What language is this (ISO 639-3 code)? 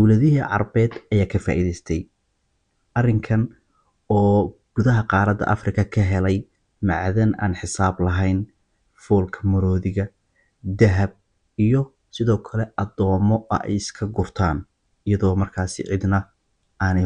som